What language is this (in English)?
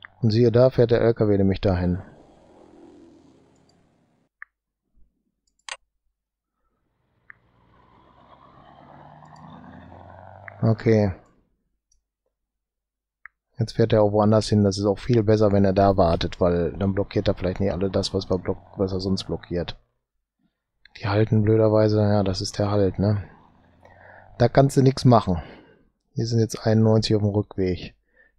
German